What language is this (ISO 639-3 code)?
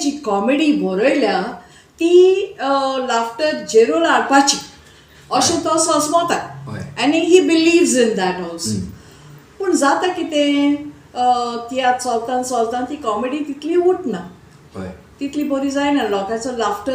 kok